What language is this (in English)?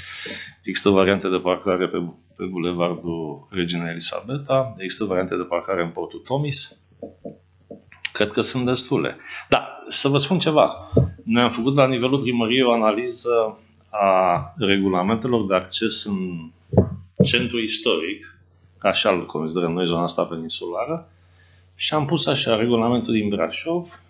Romanian